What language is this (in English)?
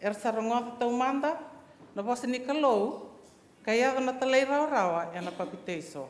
Fijian